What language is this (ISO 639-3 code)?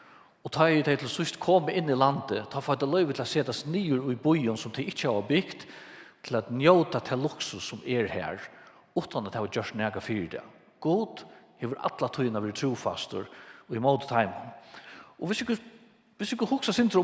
fao